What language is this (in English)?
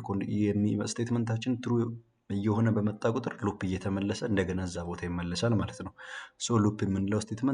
Amharic